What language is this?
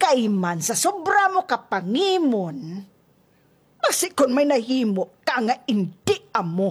Hiligaynon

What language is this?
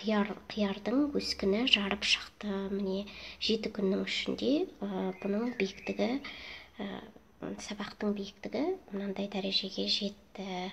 Kazakh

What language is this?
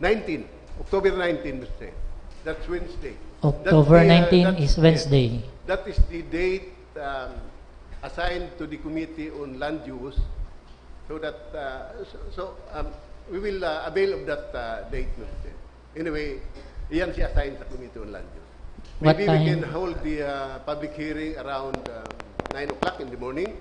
Bikol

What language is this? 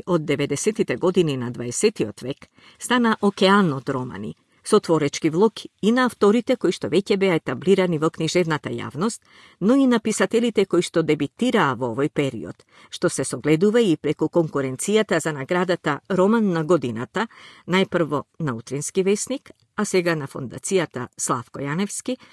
Macedonian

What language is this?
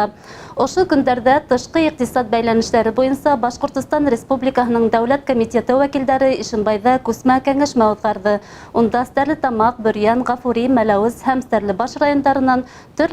Bashkir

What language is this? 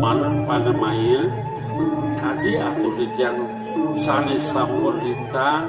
Balinese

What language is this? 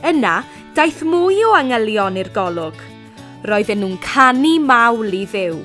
Welsh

